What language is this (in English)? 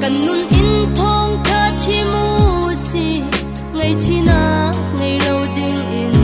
Falam Chin